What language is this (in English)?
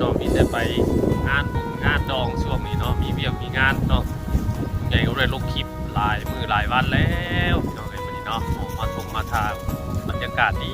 Northeastern Thai